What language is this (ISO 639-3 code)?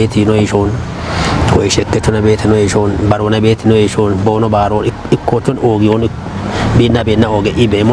kbr